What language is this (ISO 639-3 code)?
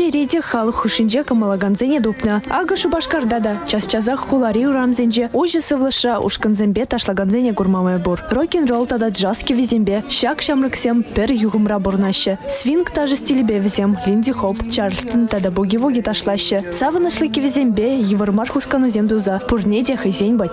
chv